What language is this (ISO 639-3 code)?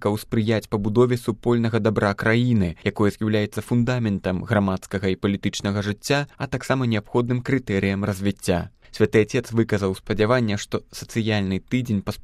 bel